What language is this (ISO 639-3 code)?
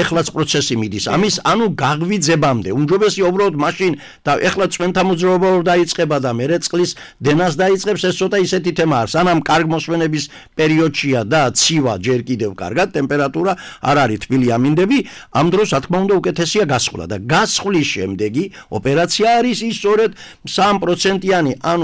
kat